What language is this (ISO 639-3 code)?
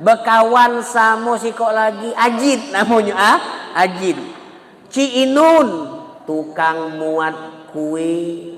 mui